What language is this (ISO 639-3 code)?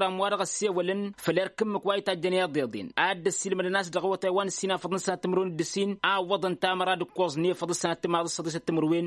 taq